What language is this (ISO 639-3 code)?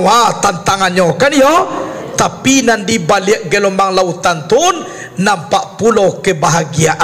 min